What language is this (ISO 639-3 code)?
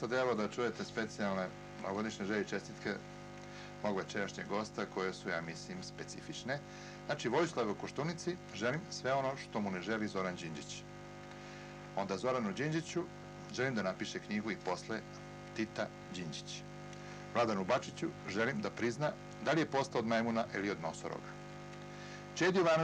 srp